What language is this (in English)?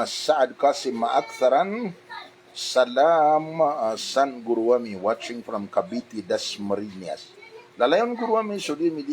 Maranao